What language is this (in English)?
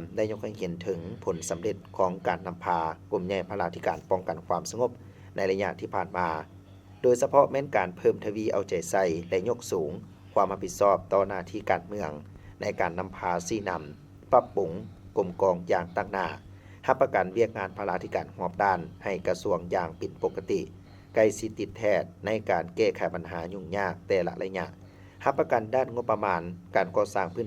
Lao